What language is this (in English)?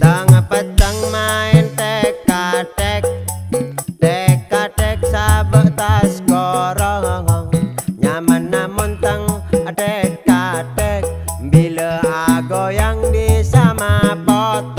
Madurese